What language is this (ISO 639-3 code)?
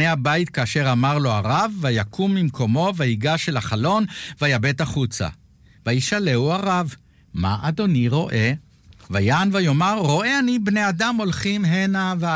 heb